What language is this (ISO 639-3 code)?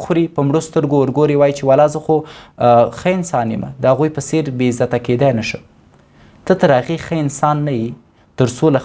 pus